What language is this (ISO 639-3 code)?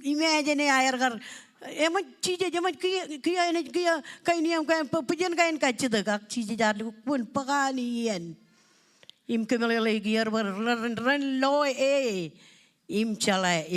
mah